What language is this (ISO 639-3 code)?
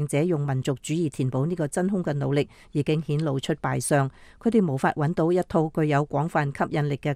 yue